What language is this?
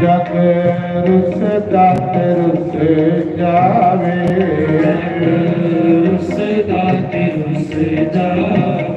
Dogri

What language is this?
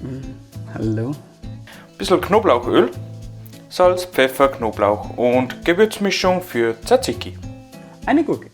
Bavarian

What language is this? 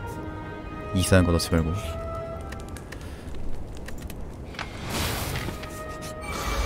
Korean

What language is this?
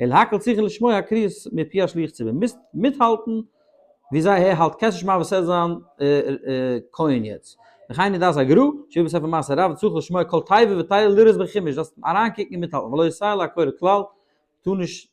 Yiddish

